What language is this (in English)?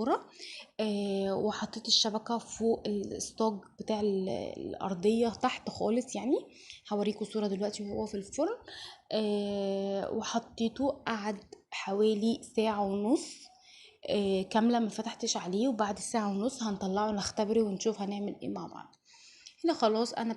Egyptian Arabic